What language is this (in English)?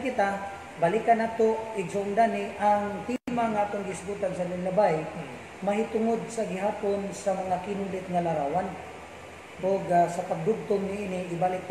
Cebuano